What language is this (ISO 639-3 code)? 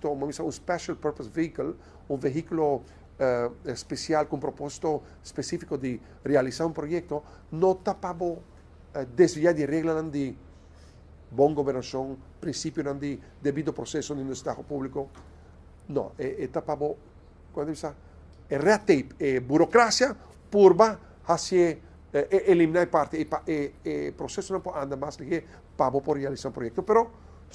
pap